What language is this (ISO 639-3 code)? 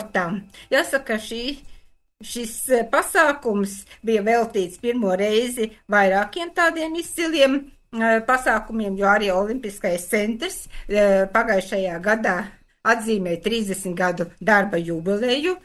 lav